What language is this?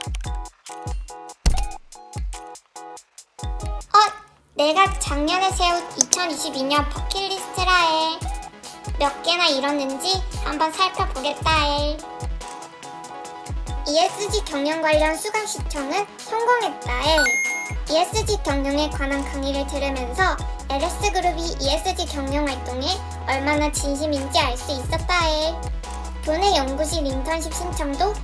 Korean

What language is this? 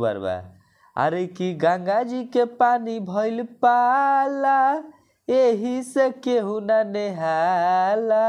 Bhojpuri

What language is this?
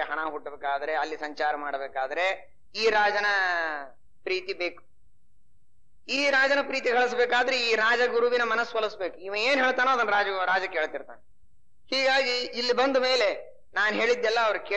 Kannada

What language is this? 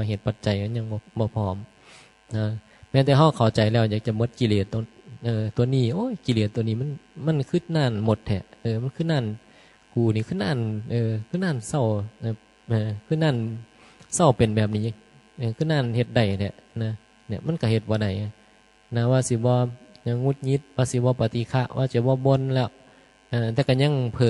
Northeastern Thai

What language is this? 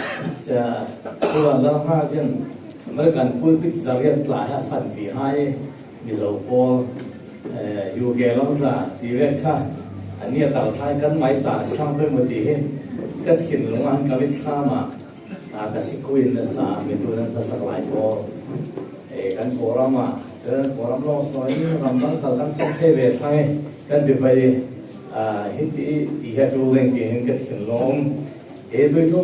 Falam Chin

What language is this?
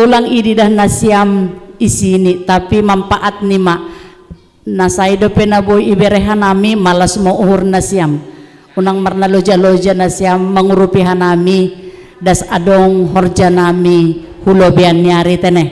Batak Simalungun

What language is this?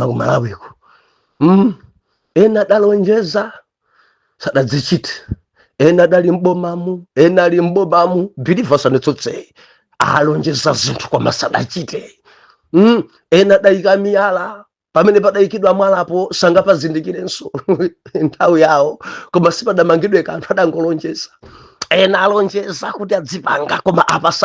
Nyanja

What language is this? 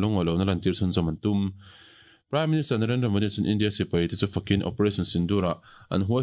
Mizo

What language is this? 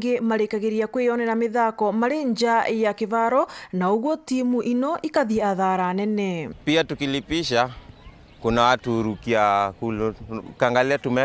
Meru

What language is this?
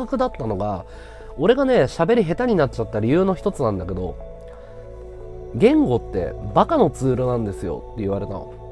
Japanese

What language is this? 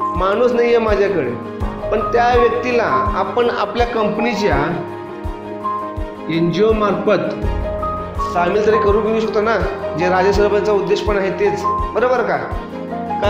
Marathi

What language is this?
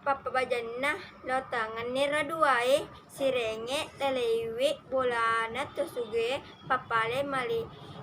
Buginese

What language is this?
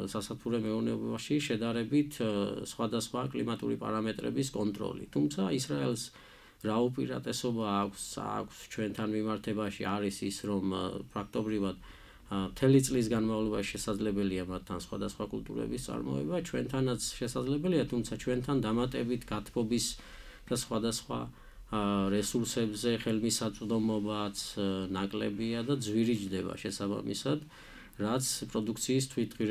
Georgian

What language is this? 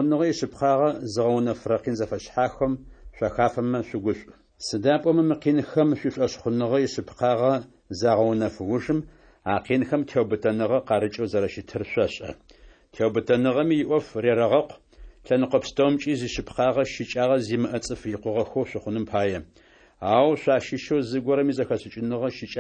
Adyghe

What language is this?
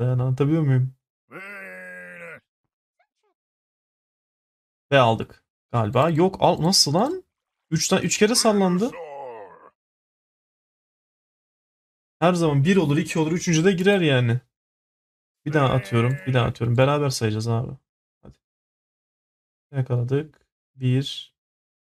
Turkish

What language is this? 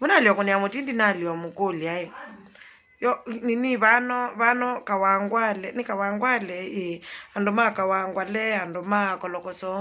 Kamba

